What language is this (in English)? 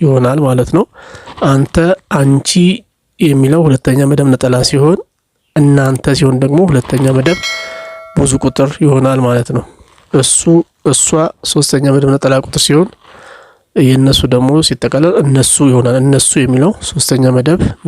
Amharic